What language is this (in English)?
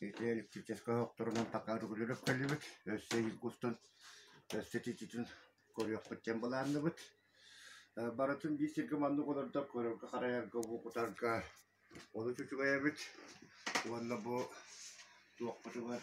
Yakut